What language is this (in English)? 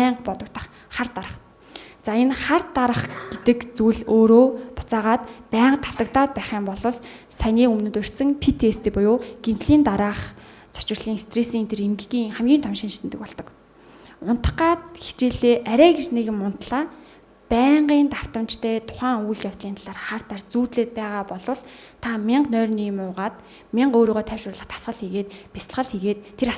Mongolian